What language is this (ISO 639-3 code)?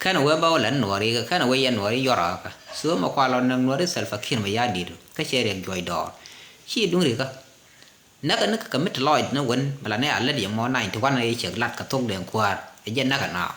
nus